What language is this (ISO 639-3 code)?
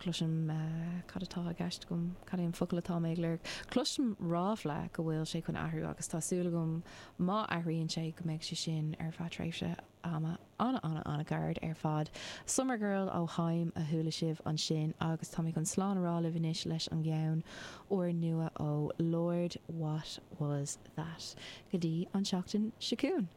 gle